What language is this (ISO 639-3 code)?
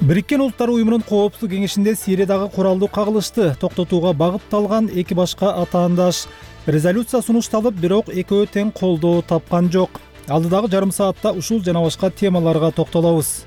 kir